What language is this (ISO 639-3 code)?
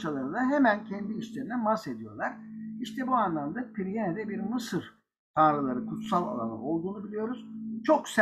tur